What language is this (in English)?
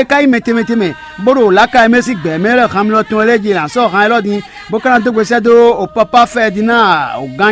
Fon